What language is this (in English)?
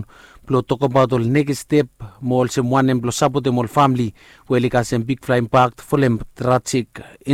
Bislama